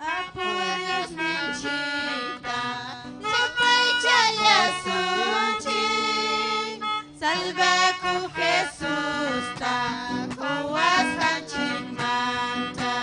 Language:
Ayacucho Quechua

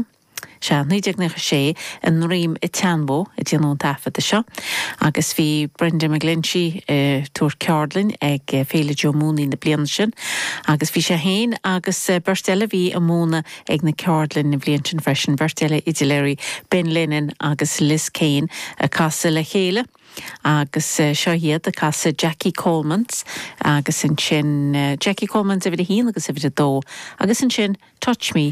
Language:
Irish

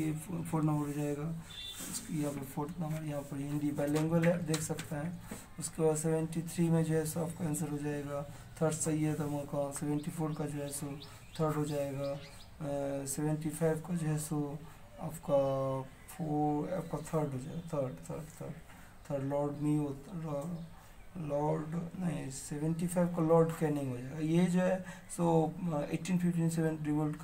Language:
Hindi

